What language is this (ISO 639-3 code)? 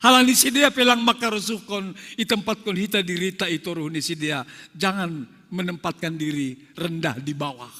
bts